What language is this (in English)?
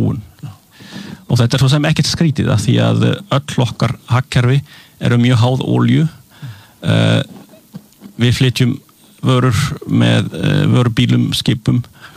Icelandic